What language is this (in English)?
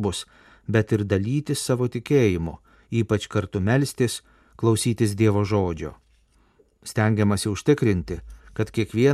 Lithuanian